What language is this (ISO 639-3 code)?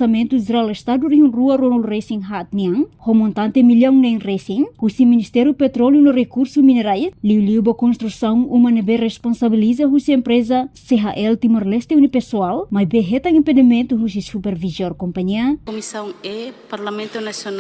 tet